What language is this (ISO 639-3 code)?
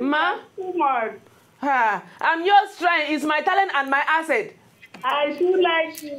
pcm